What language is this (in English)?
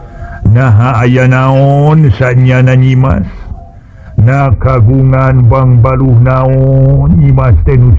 Sundanese